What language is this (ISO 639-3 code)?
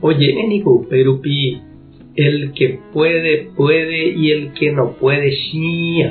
grn